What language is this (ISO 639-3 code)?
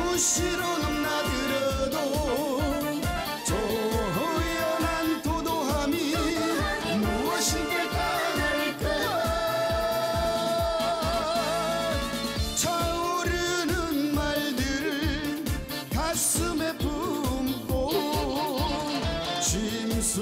kor